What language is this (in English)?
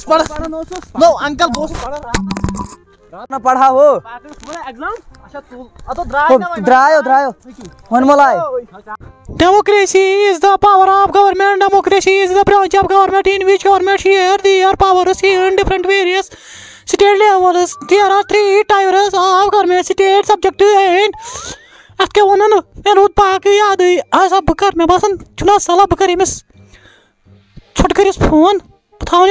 Hindi